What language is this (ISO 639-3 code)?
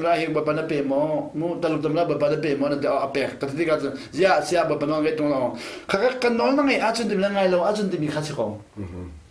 cnh